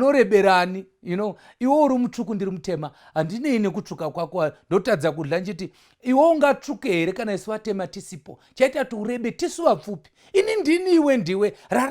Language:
Shona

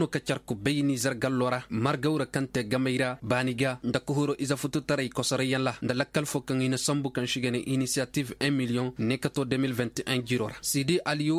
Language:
Koyraboro Senni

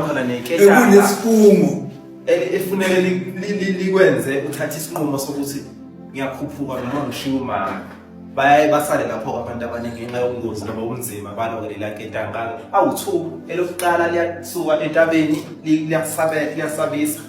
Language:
Zulu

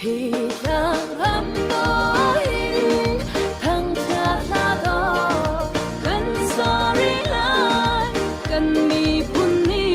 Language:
Hakha Chin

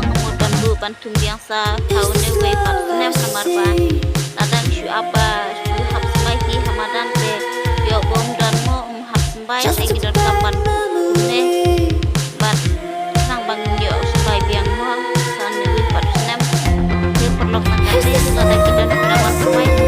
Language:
Khasi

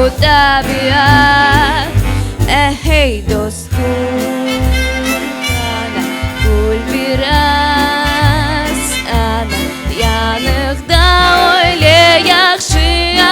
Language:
Crimean Tatar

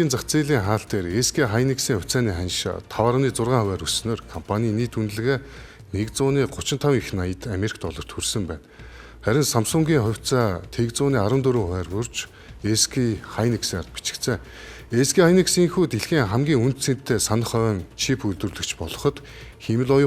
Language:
Mongolian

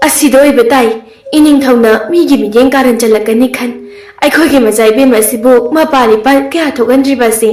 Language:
Manipuri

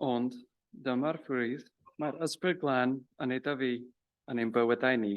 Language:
Welsh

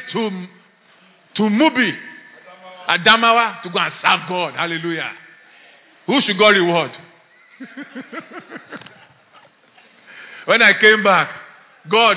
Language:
English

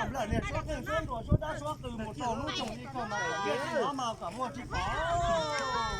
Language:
Hmong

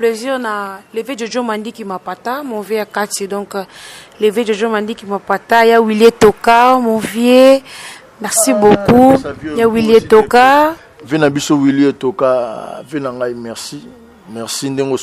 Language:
Lingala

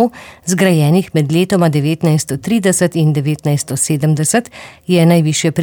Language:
Slovenian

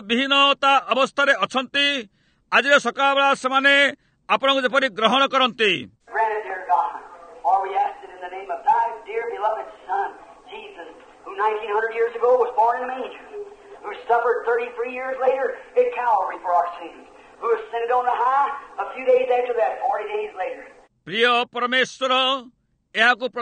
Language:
Odia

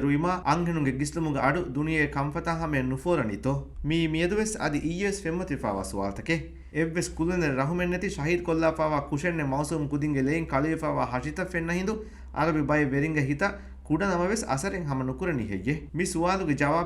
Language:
Divehi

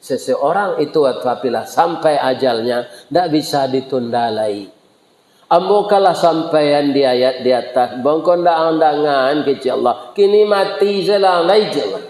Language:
Minangkabau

